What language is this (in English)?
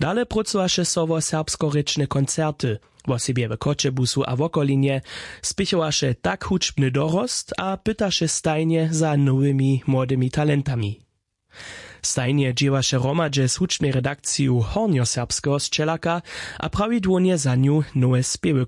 Upper Sorbian